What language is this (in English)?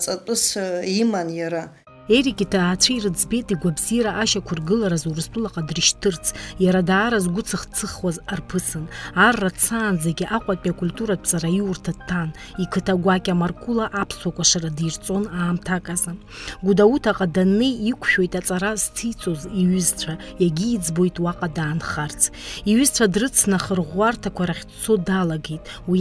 Abkhazian